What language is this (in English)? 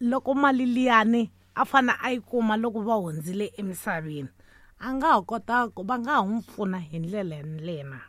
Tsonga